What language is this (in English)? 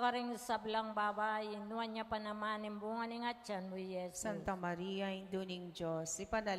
Pampanga